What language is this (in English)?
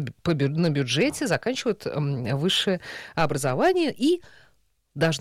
Russian